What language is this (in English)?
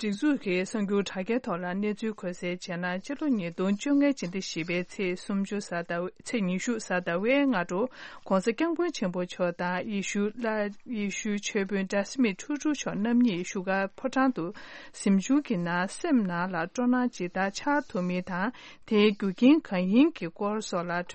Tibetan